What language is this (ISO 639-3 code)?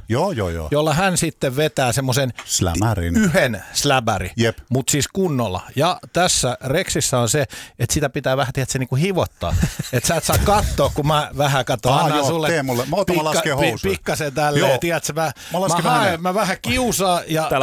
fin